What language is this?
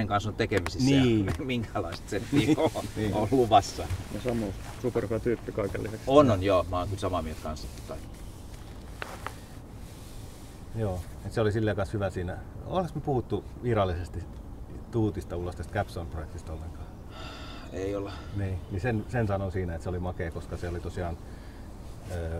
Finnish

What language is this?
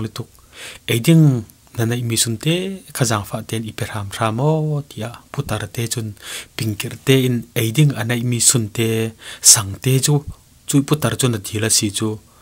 Falam Chin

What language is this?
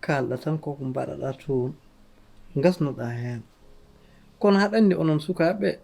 Fula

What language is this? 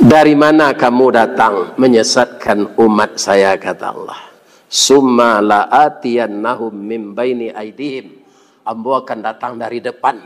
Minangkabau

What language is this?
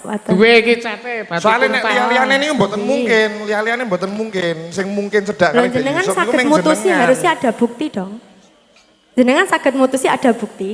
Javanese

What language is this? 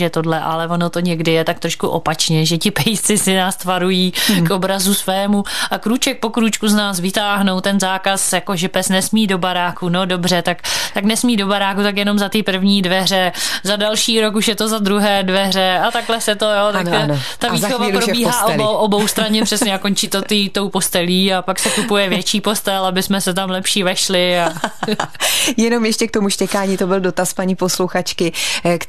Czech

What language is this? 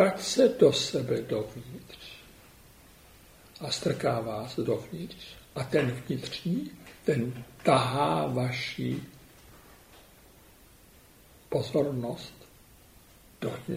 Czech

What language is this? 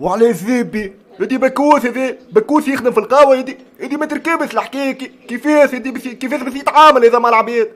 Tunisian Arabic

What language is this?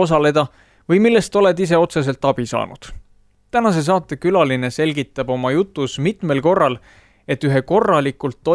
Estonian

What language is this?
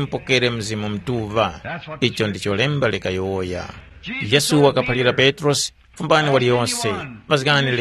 Tumbuka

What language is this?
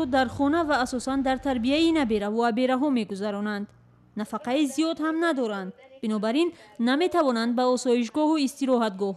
Tajik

